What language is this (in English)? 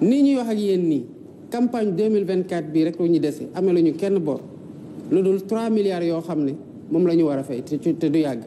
Wolof